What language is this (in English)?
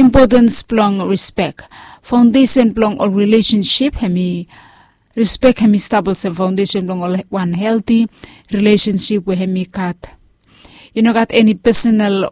Bislama